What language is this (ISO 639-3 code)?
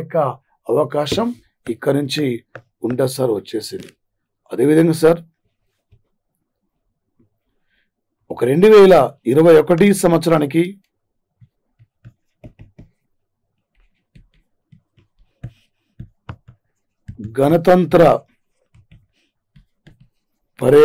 tel